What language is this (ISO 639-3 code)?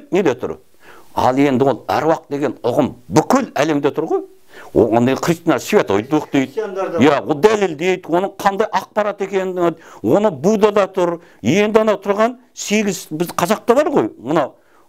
kaz